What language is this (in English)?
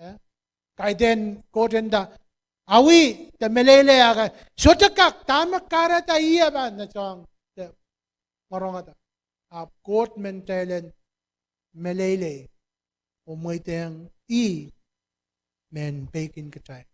Pohnpeian